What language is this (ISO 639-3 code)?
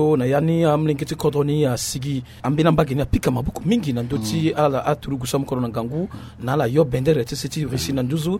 sag